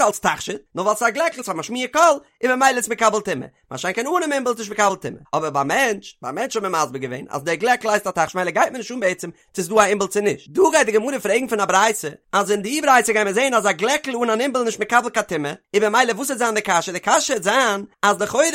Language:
Yiddish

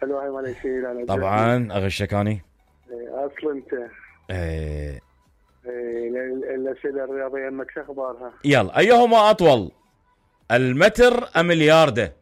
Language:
Mesopotamian Arabic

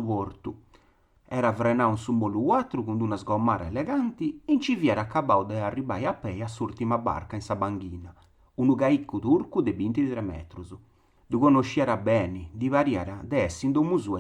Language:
Sardinian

